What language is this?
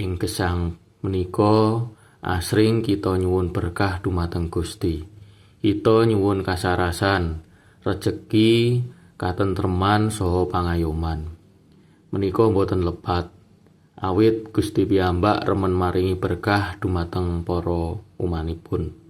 Javanese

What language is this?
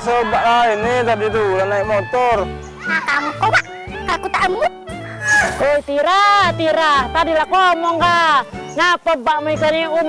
Musi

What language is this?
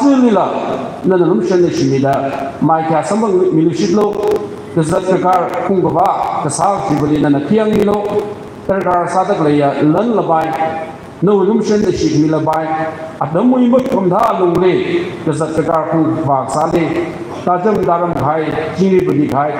Tangkhul Naga (India)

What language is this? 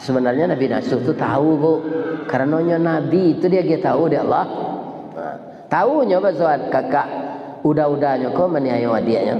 Minangkabau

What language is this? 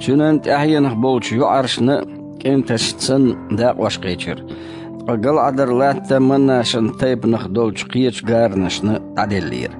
Chechen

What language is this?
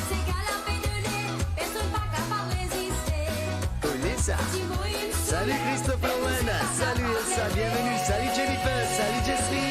Morisyen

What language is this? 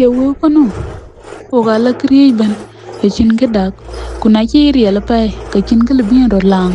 Dinka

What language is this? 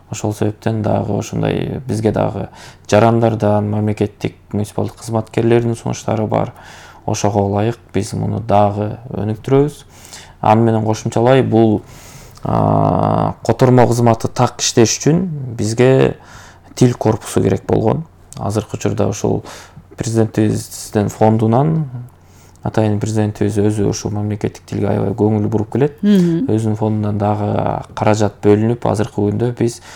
Kyrgyz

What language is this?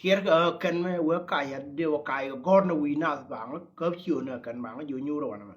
Nuer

